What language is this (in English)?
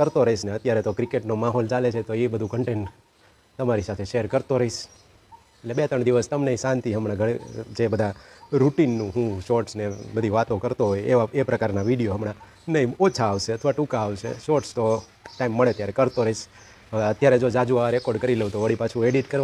Gujarati